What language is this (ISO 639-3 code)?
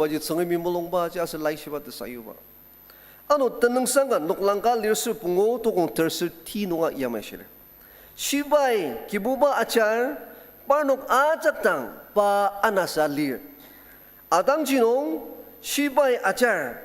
njo